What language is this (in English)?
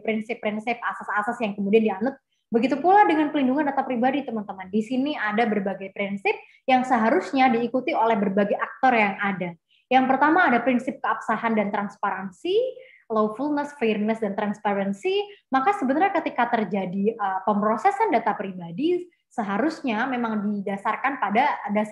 Indonesian